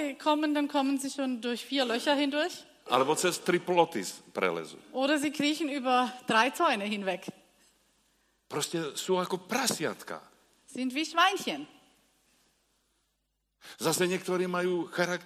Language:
Slovak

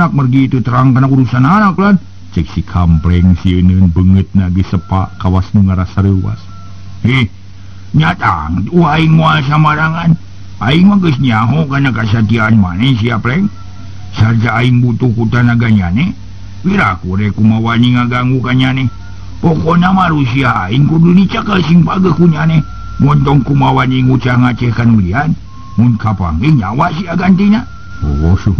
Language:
Sundanese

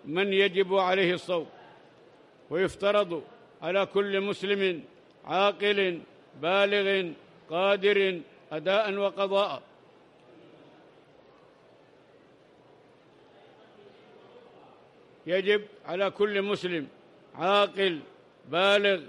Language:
Arabic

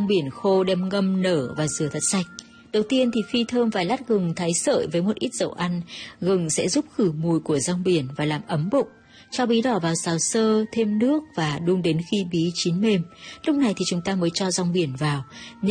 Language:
Vietnamese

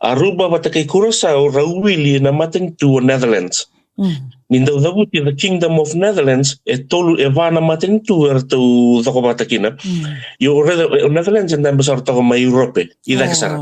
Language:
Fijian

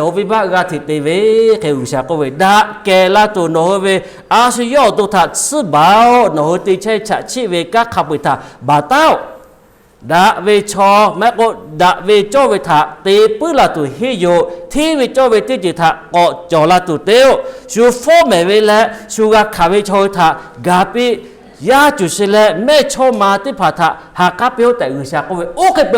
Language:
Lahu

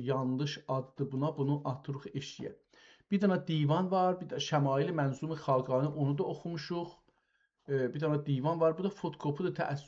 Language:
South Azerbaijani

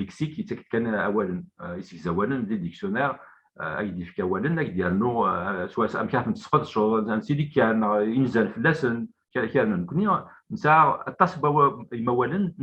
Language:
Kabyle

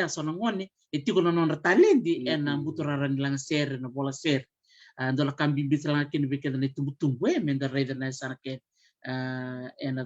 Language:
Fijian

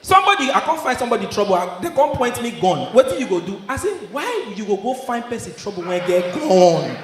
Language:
Nigerian Pidgin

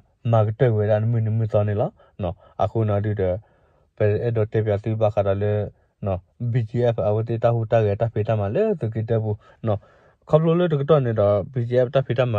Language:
S'gaw Karen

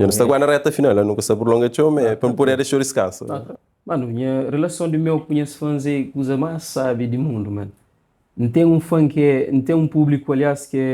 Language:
Kabuverdianu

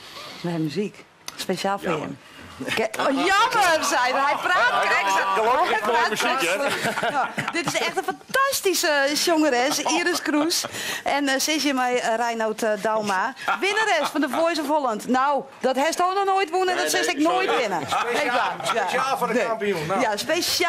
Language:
Western Frisian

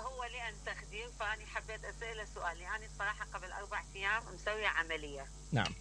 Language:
Mesopotamian Arabic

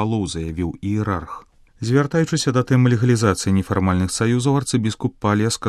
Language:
Belarusian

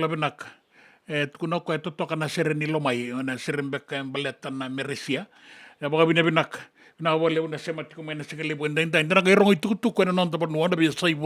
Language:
Fijian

